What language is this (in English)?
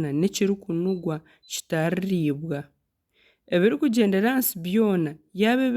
Nyankole